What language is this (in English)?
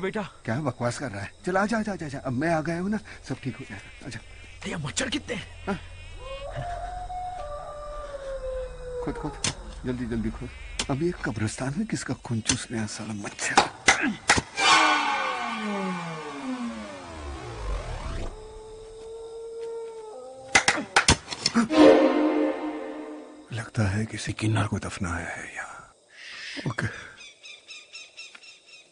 Hindi